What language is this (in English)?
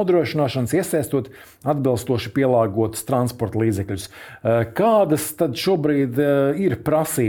Latvian